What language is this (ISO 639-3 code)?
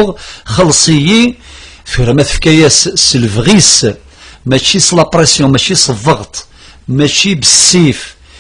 kab